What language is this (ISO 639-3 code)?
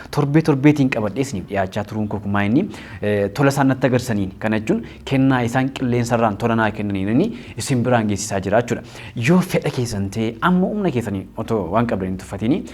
orm